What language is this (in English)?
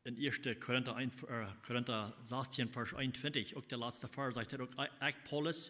Plautdietsch